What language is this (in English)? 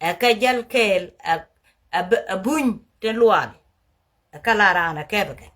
Nuer